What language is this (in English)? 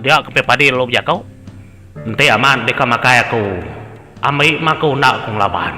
Iban